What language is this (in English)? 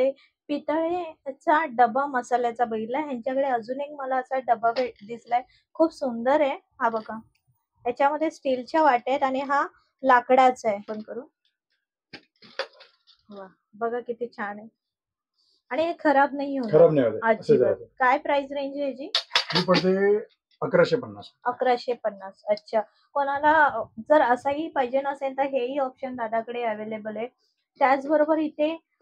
Marathi